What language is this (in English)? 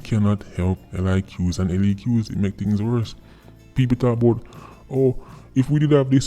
Jamaican Creole English